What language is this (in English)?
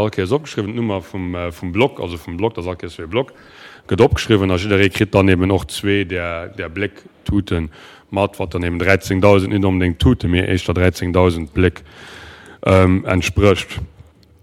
Luxembourgish